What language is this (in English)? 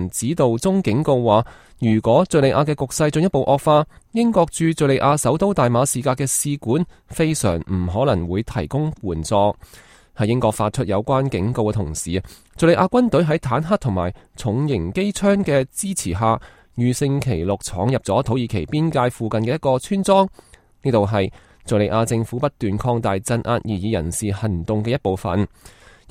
Cantonese